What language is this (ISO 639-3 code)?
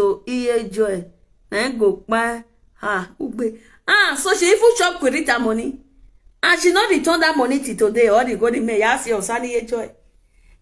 pcm